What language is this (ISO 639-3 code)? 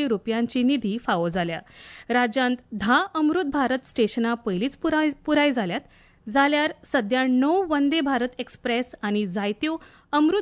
kok